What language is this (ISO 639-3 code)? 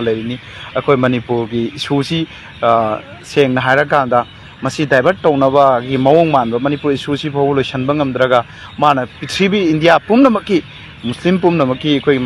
mni